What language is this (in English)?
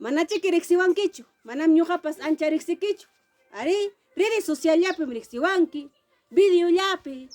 Ayacucho Quechua